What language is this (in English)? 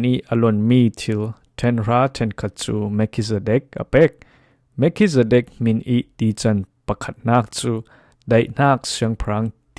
Falam Chin